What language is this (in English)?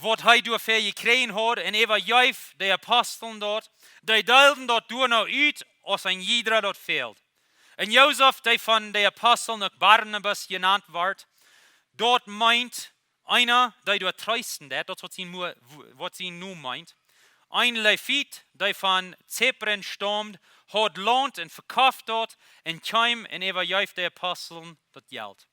Plautdietsch